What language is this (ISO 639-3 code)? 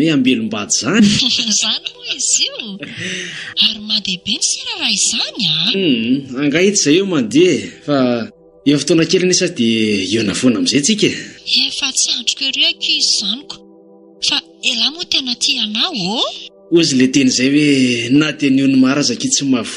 mlg